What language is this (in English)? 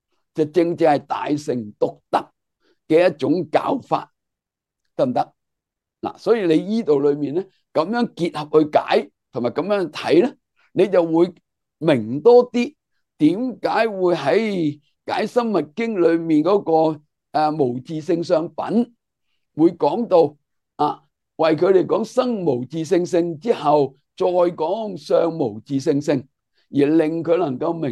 Cantonese